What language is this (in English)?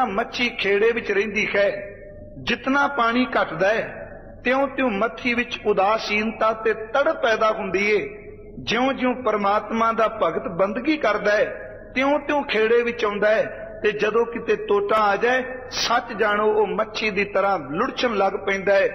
Punjabi